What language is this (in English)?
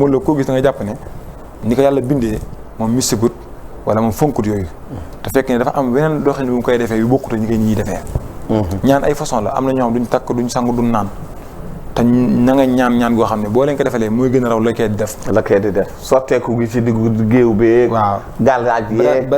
Wolof